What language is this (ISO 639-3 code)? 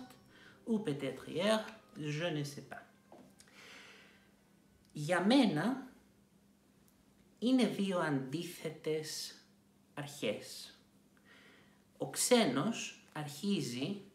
ell